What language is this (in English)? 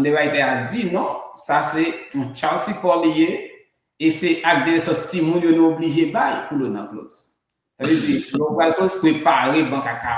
Haitian Creole